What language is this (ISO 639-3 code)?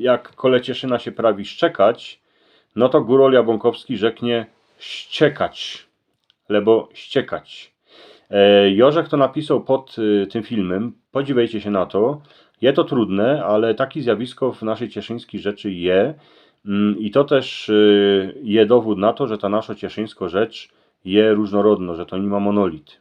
szl